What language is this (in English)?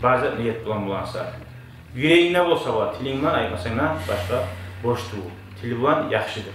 Kumyk